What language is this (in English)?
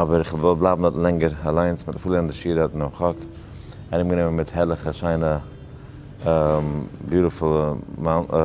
Yiddish